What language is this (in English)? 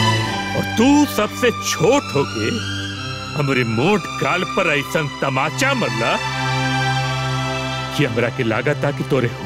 Bhojpuri